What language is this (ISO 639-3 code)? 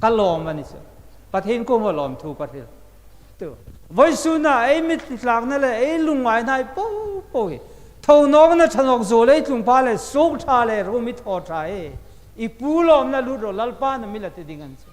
hmr